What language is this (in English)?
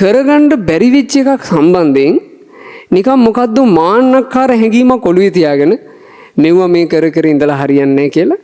Sinhala